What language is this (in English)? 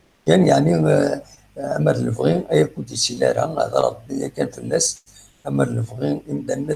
Kabyle